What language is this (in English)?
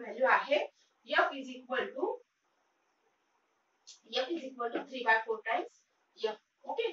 Marathi